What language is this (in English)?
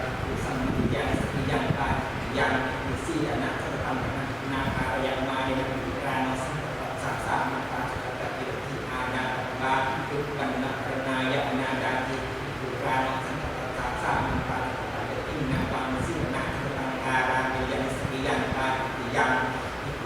Pali